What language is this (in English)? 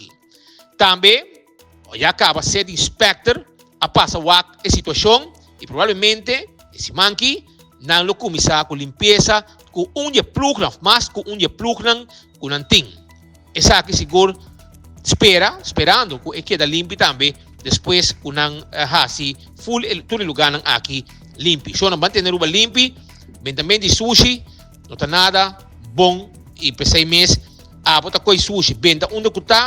Papiamento